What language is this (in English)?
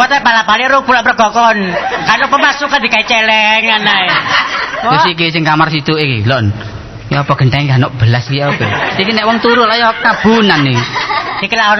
Javanese